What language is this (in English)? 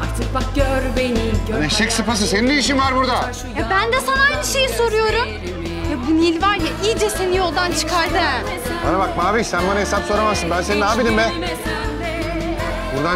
Turkish